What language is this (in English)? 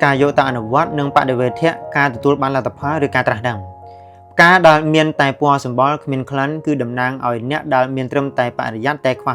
Khmer